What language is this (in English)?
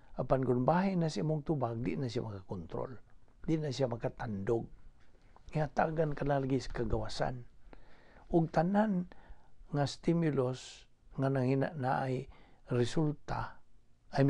Cebuano